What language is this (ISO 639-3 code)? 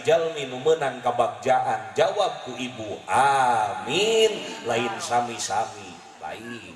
sun